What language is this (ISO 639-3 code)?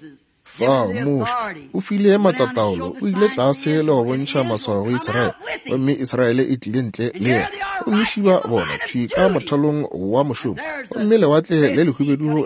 nso